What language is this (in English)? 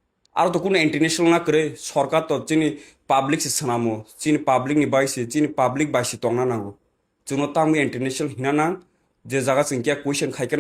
Kok Borok